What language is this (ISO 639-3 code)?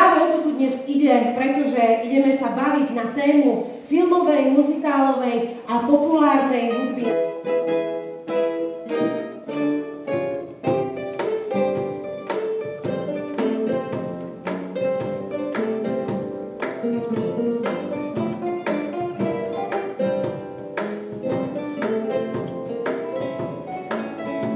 slk